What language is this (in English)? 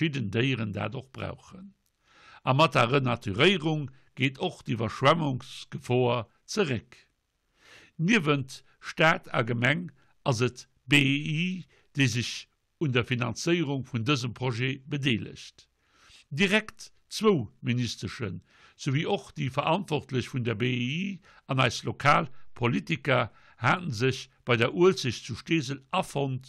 Luxembourgish